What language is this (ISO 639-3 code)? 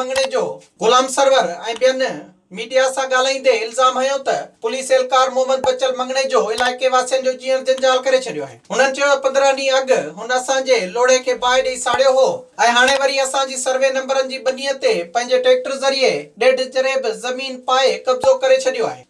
snd